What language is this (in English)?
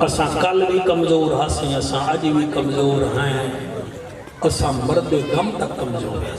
Saraiki